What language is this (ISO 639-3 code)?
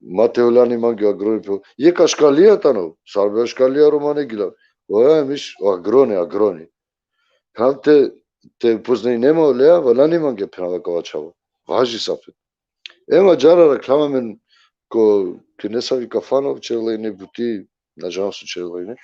rmn